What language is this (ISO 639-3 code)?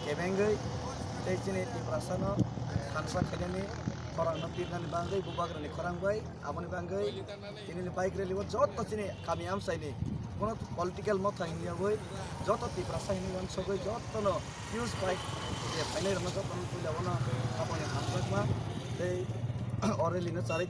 trp